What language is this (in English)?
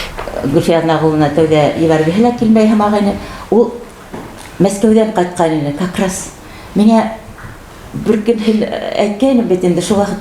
Bashkir